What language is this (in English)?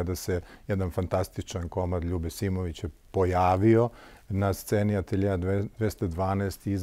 Serbian